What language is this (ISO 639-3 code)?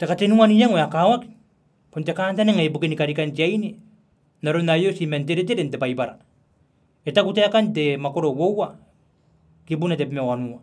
gil